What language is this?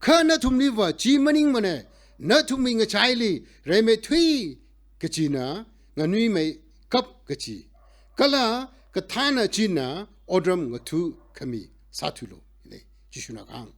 Tangkhul Naga (India)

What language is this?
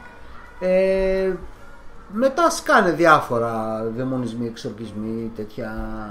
Greek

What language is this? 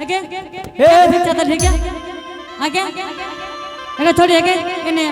Angika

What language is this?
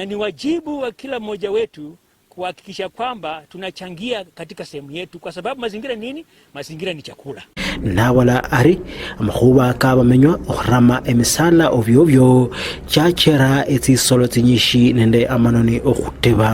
Luyia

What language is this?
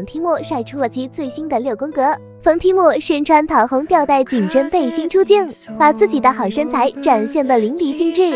Chinese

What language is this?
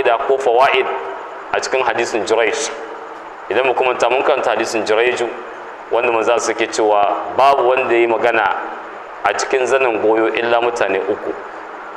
Hausa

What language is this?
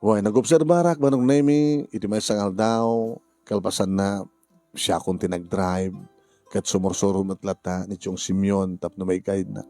Iloko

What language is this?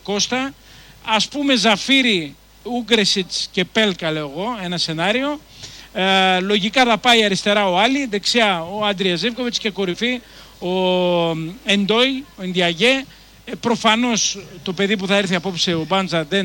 Greek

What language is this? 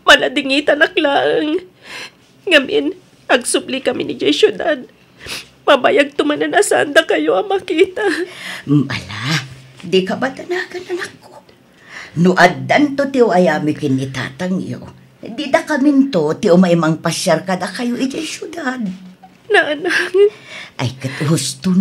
Iloko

